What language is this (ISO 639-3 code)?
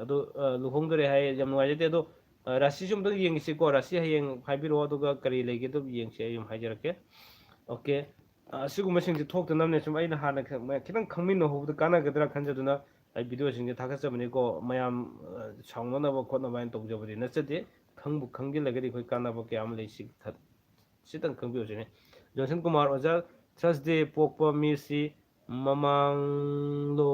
mni